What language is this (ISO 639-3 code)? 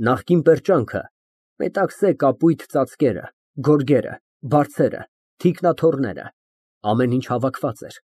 hye